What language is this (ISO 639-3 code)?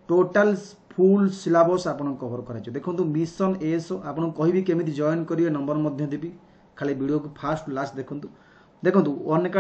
ori